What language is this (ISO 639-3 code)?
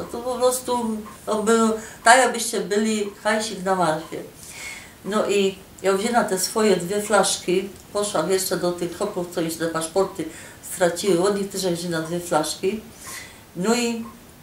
szl